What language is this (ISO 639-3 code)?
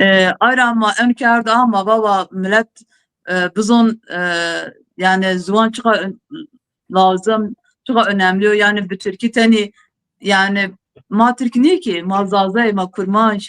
zza